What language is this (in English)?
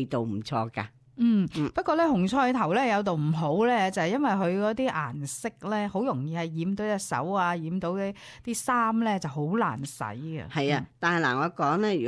Cantonese